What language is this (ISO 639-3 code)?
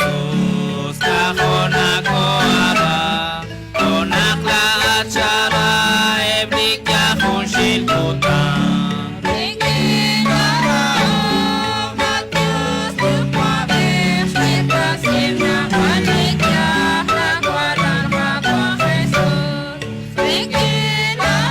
kek